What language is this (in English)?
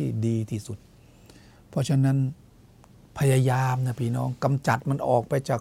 Thai